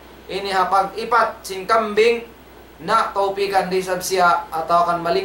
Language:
Tausug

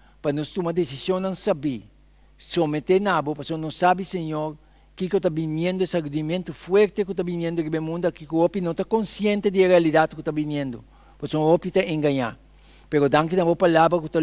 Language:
Papiamento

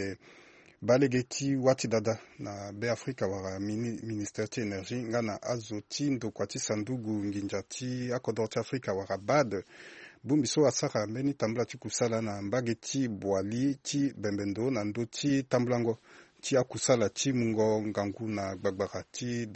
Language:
Sango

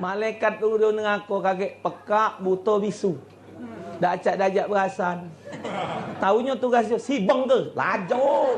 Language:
Musi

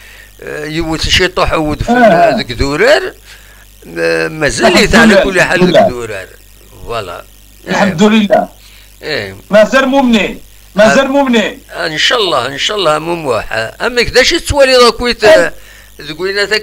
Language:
Kabyle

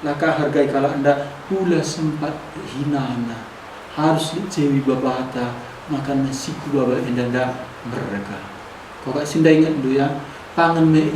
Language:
Batak Karo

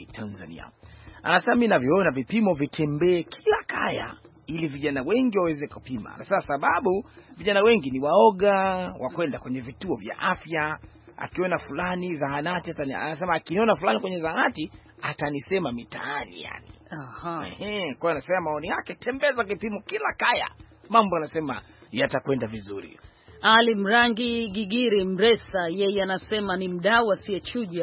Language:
Swahili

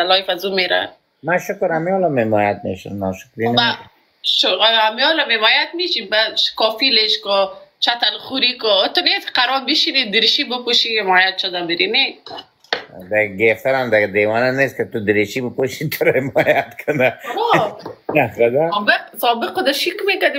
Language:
Persian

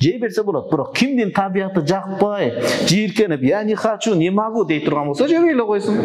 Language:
Kyrgyz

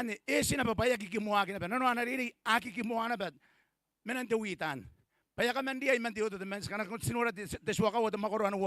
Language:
Gilbertese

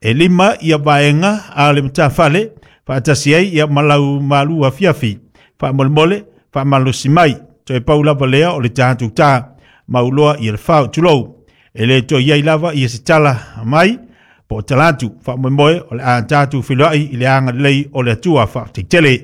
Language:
Samoan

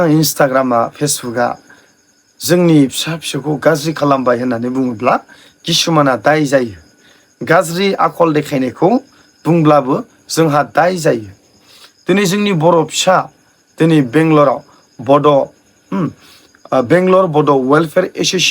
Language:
Bodo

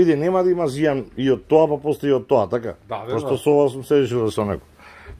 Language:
Macedonian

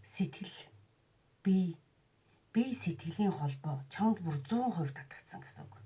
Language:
Mongolian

